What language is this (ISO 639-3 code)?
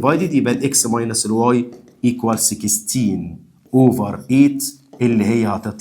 arz